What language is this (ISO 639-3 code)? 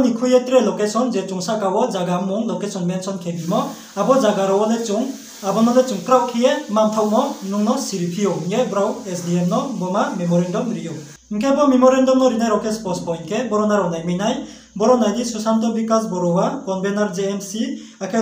ria